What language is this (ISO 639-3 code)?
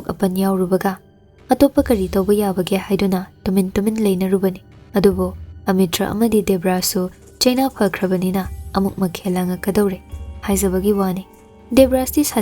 mni